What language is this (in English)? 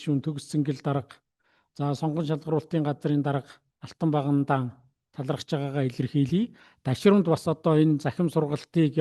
Mongolian